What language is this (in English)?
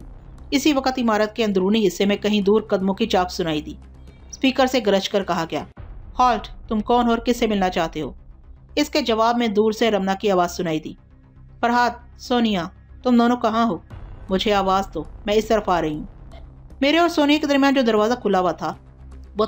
Urdu